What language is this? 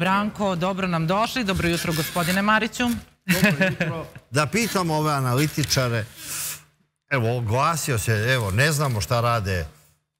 Serbian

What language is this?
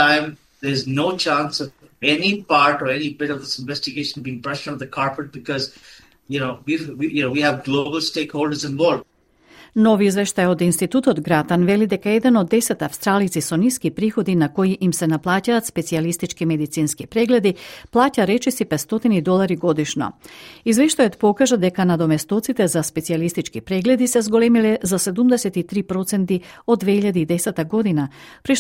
Macedonian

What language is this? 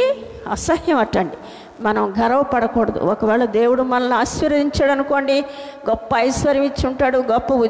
Telugu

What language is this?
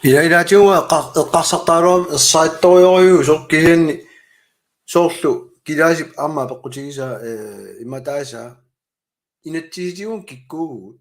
Kalaallisut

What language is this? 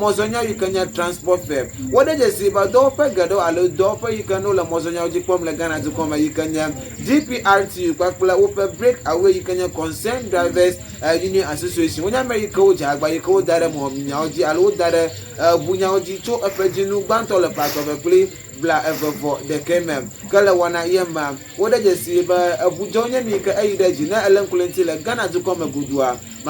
Ewe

